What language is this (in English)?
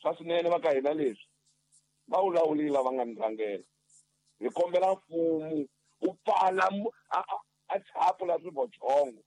Tsonga